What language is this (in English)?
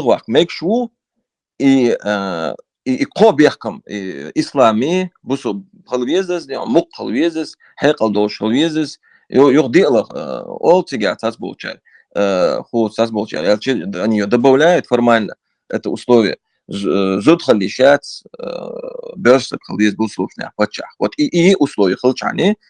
Chechen